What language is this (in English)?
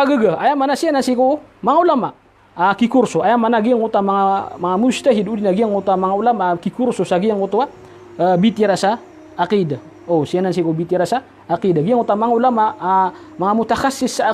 Maranao